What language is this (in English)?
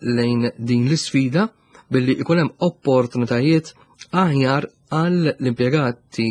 Maltese